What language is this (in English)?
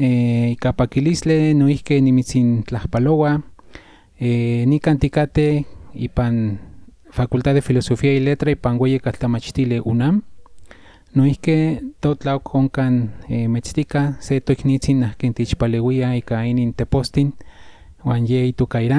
Central Nahuatl